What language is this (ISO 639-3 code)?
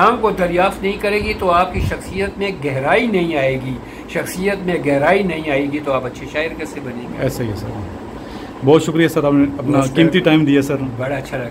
urd